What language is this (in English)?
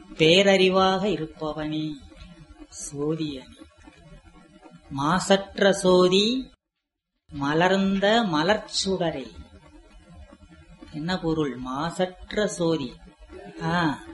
Tamil